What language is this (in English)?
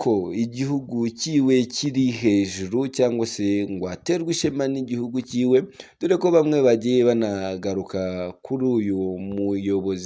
Kinyarwanda